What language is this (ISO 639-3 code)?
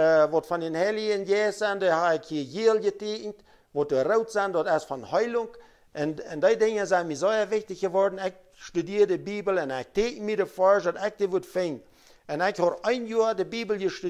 pdt